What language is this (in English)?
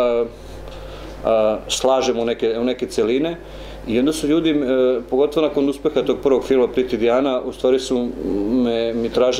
Serbian